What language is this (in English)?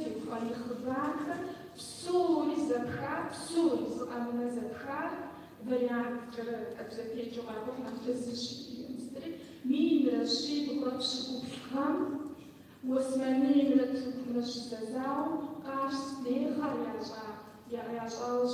Kabardian